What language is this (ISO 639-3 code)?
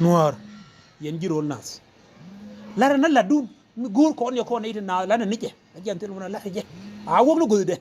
nus